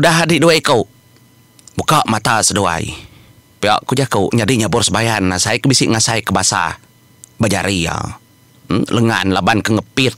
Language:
Iban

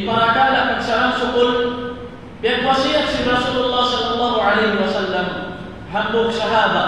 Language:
Tausug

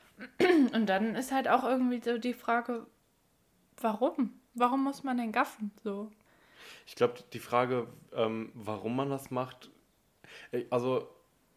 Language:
German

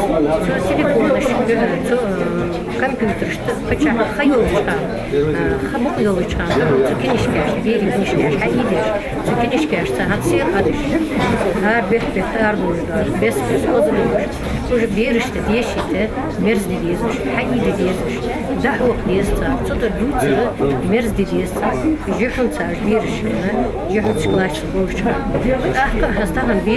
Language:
Ingush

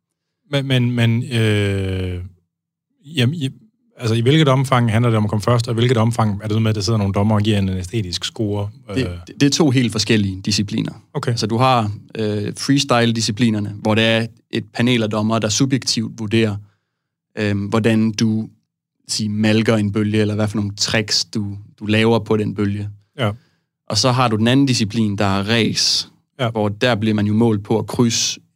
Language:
Danish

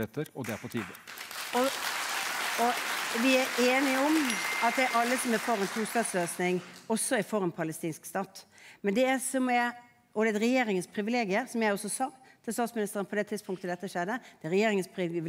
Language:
Norwegian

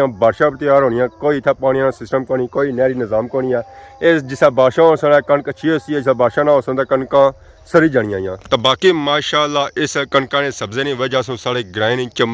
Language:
Pahari-Potwari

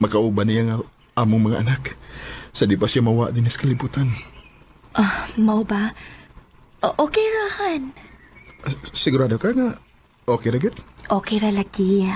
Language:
Cebuano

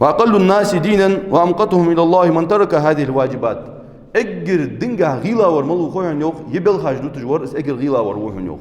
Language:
Ingush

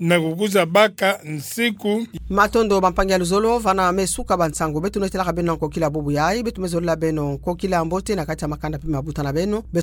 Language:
Kituba (Democratic Republic of Congo)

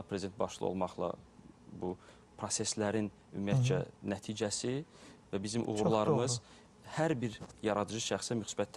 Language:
Azerbaijani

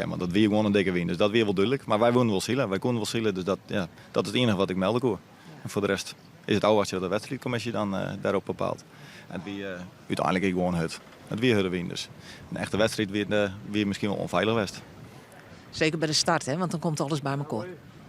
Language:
Western Frisian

